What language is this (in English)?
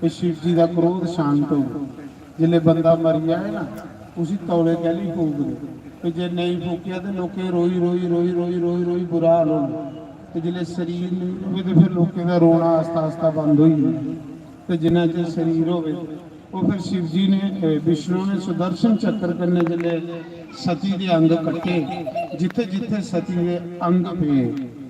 Dogri